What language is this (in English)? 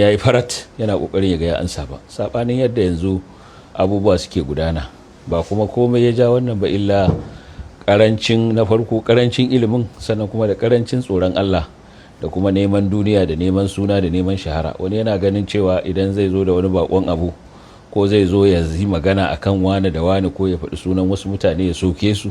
Hausa